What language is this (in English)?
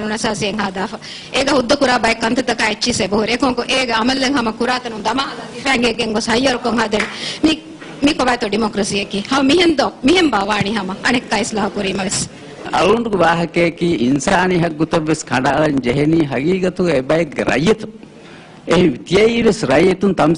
Divehi